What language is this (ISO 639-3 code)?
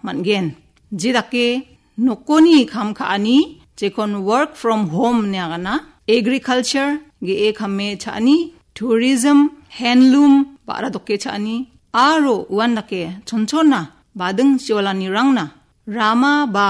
grt